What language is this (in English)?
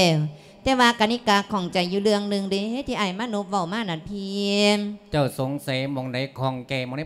Lao